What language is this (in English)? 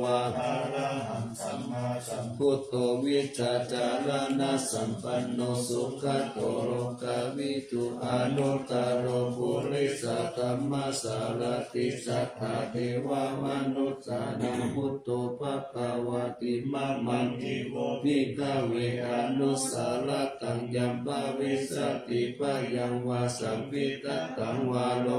Pali